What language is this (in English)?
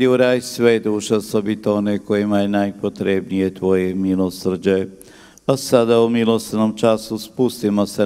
Croatian